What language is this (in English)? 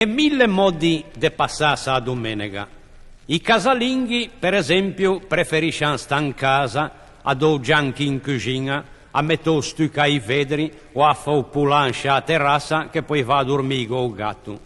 Ligurian